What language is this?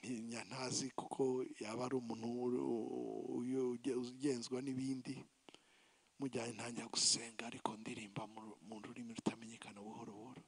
Kinyarwanda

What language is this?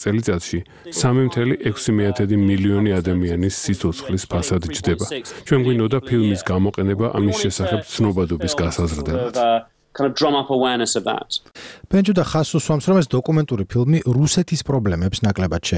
Georgian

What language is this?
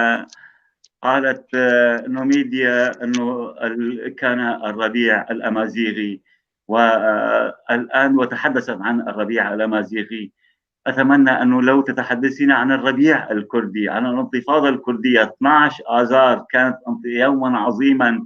North Levantine Arabic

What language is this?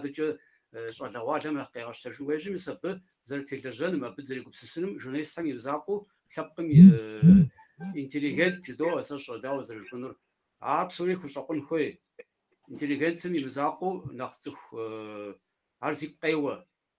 Kabardian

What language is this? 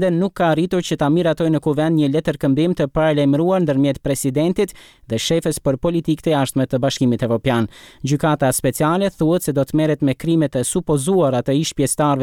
Albanian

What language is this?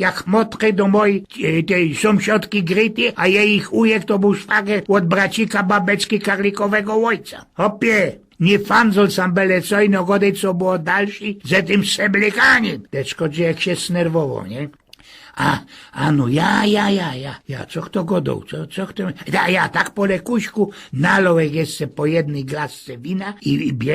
Silesian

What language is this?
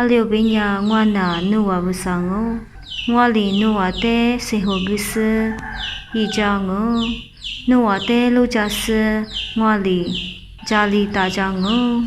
Lisu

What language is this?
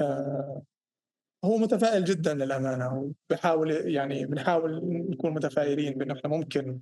North Levantine Arabic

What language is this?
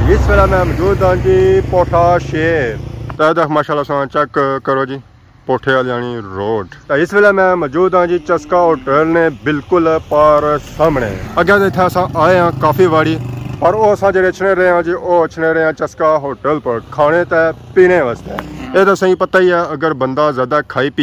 Pahari-Potwari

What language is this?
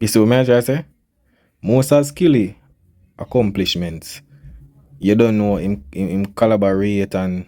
Jamaican Creole English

